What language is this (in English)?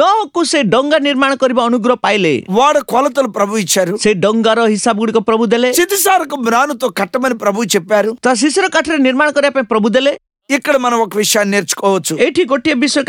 Odia